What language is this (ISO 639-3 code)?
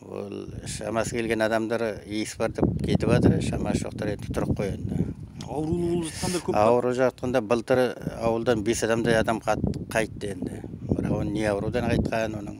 kir